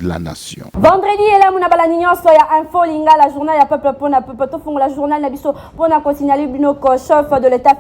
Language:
Lingala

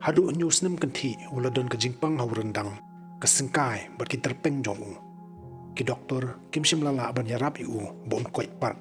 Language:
Khasi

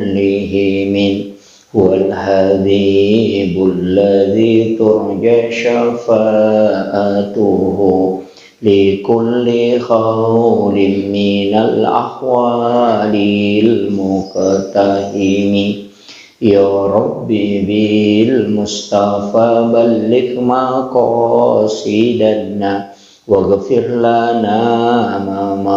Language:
Buginese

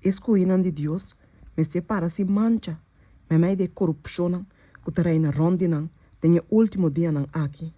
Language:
Papiamento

